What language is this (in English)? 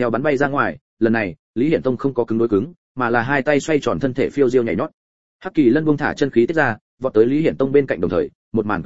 Vietnamese